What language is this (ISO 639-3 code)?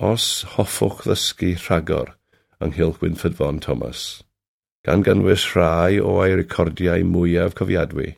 cym